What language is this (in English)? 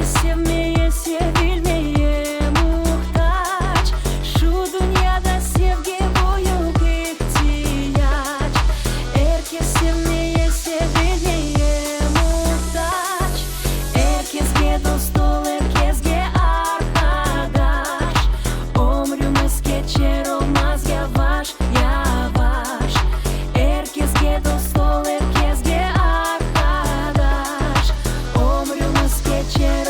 Crimean Tatar